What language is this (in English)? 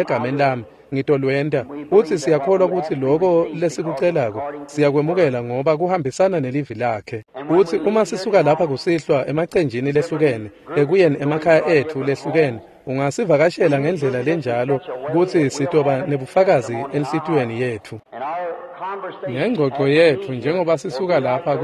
Swati